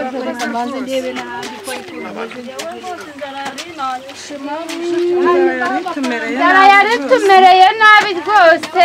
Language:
Kinyarwanda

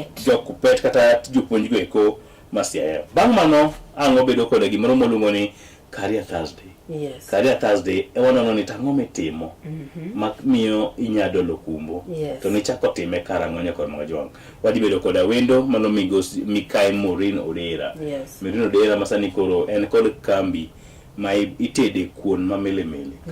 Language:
Luo (Kenya and Tanzania)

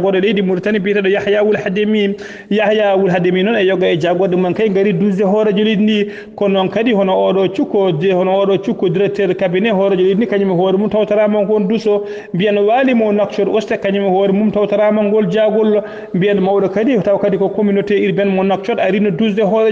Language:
Fula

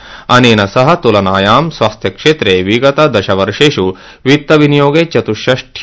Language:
Sanskrit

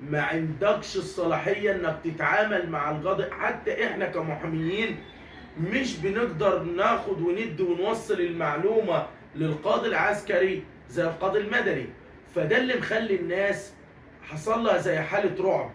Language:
Egyptian Arabic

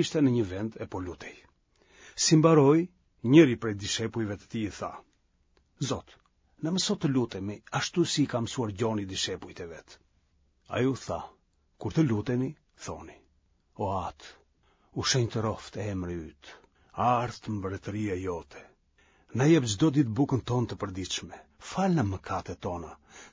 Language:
Albanian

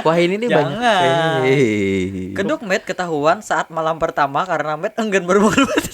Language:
Banjar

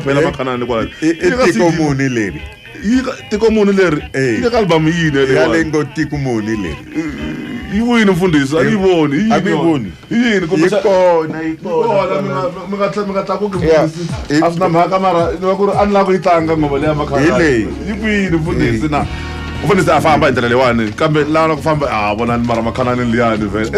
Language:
Tsonga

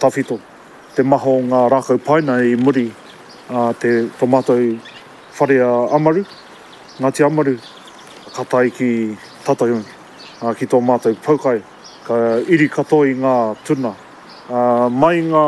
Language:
Māori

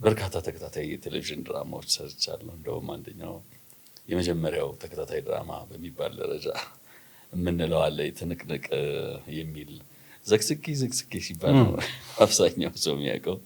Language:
Amharic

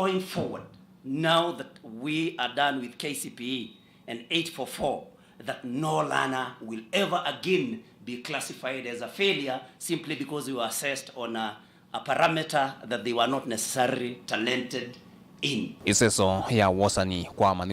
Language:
Kamba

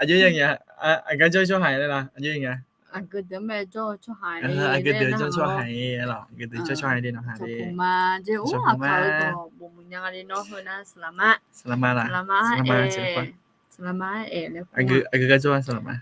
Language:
Akha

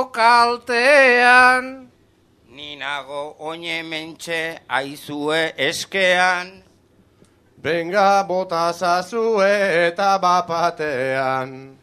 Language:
Basque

